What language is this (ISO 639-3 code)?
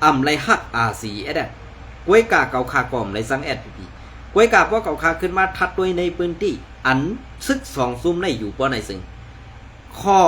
shn